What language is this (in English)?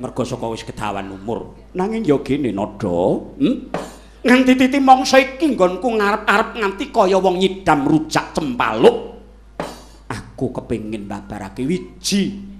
Javanese